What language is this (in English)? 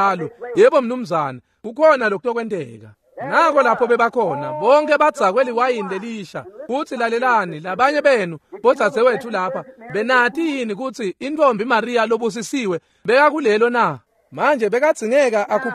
Swati